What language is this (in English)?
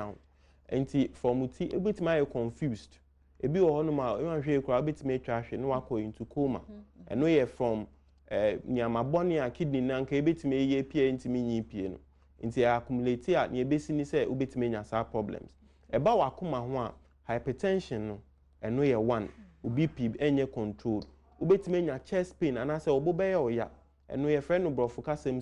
Akan